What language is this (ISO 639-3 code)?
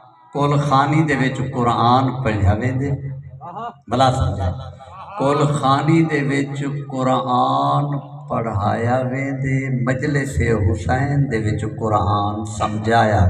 skr